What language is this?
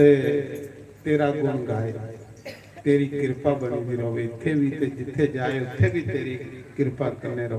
Dogri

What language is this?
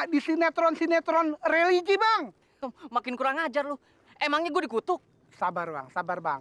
Betawi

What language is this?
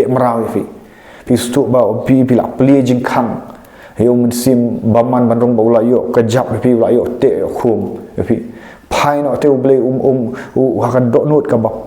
Khasi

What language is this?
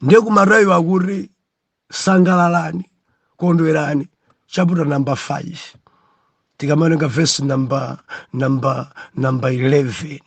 Nyanja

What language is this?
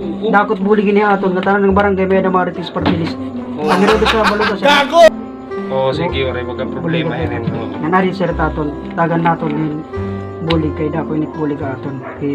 Waray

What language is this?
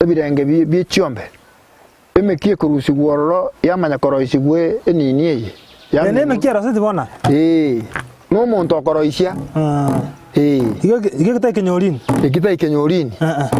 Gusii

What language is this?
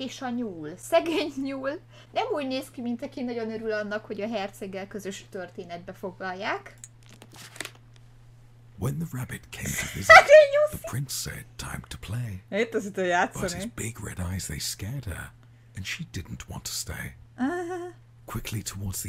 Hungarian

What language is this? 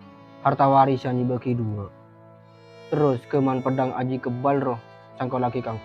Madurese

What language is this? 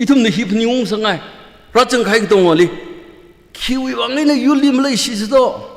Tangkhul Naga (India)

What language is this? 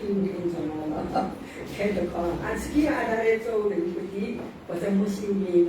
Newari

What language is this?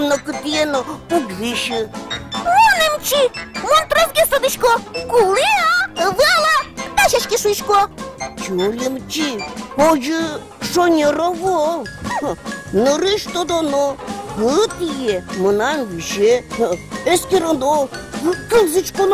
Udmurt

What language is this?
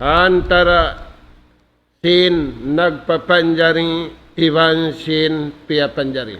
Tausug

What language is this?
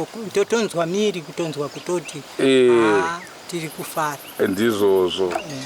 Shona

